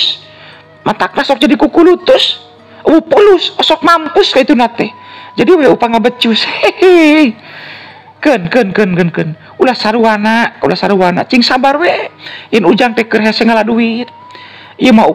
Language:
Sundanese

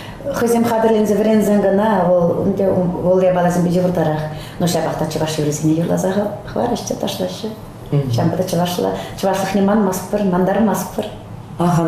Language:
Chuvash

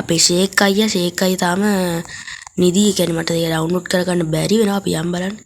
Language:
Sinhala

